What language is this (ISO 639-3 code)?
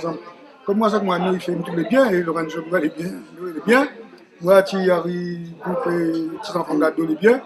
rcf